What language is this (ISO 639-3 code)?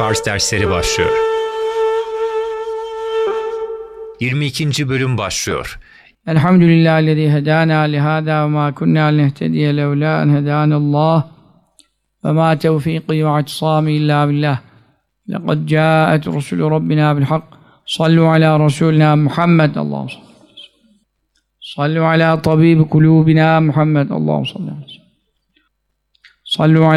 tur